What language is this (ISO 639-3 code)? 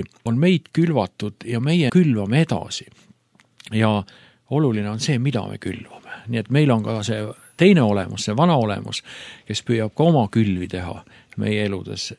est